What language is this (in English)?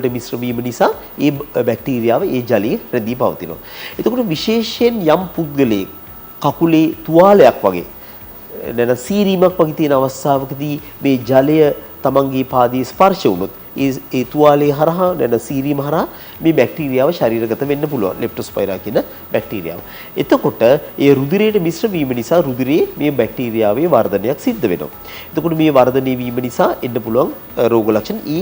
Sinhala